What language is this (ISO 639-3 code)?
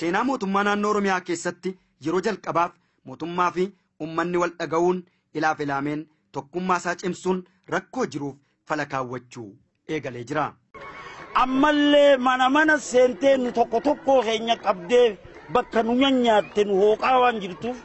orm